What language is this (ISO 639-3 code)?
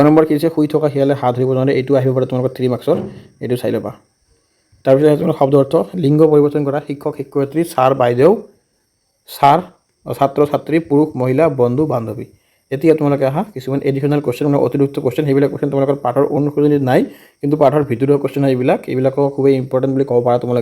asm